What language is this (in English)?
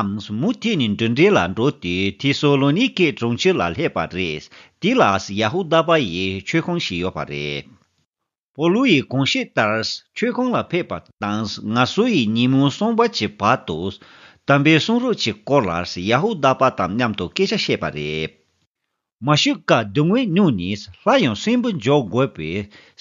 Tibetan